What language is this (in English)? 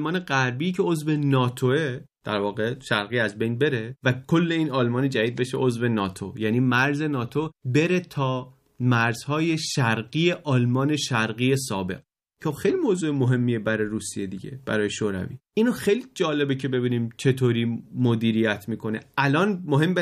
Persian